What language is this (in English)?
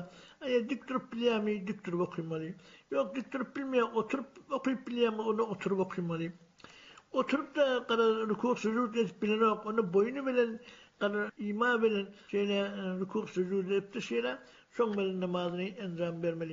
Turkmen